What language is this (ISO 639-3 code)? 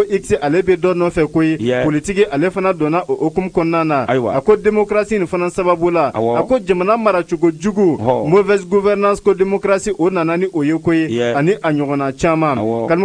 bam